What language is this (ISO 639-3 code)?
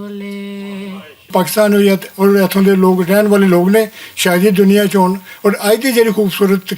lah